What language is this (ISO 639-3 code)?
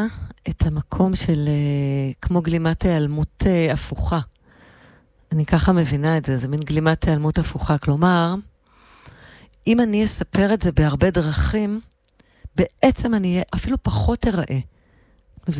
heb